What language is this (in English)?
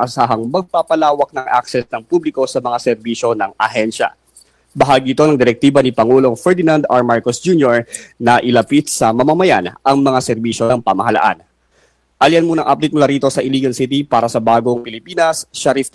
Filipino